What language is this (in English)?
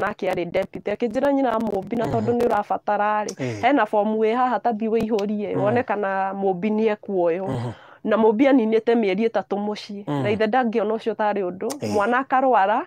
Kikuyu